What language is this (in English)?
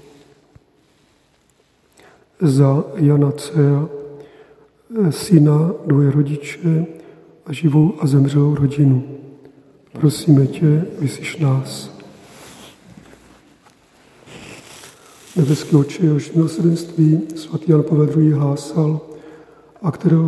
Czech